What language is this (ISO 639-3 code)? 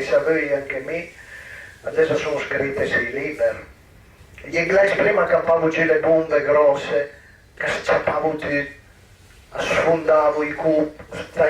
pms